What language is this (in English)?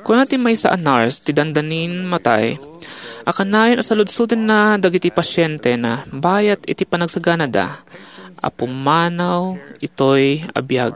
Iloko